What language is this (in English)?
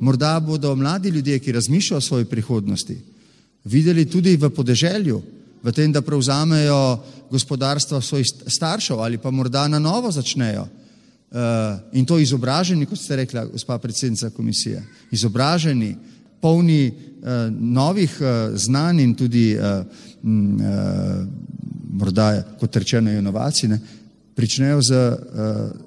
Slovenian